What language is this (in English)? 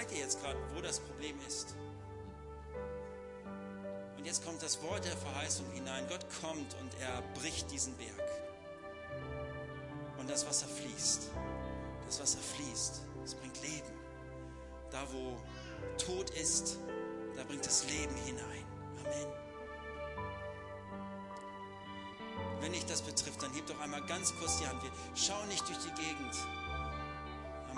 German